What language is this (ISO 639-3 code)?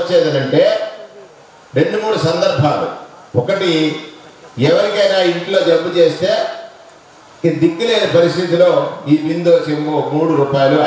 tel